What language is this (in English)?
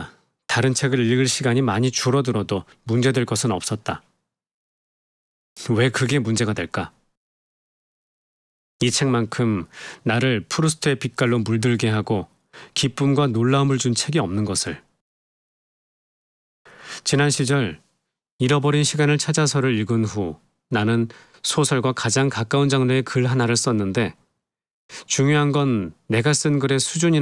Korean